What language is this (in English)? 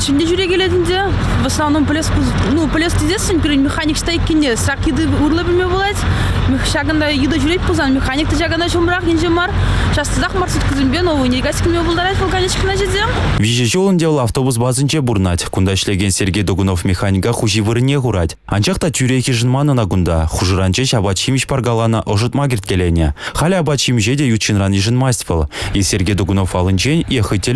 Chuvash